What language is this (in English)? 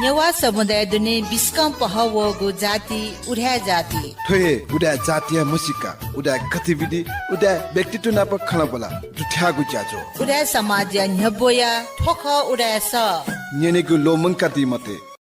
Newari